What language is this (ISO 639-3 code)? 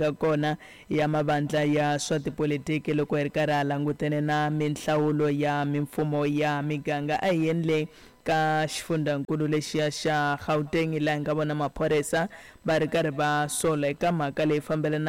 tso